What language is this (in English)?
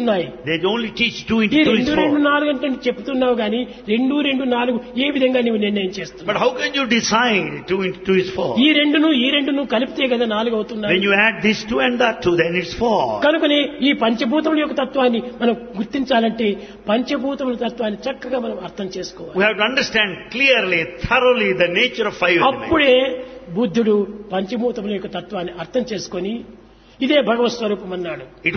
Telugu